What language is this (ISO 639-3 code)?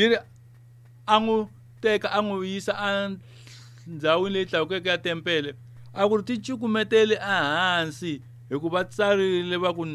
tso